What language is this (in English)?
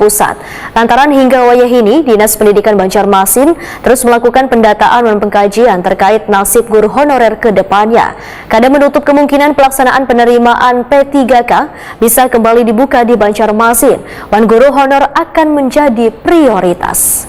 Banjar